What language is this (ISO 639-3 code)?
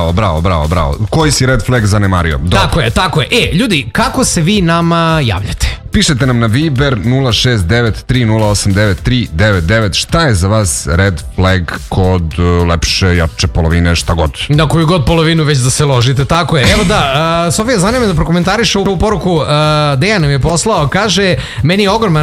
srp